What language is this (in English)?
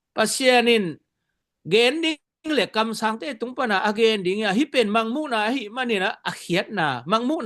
Tedim Chin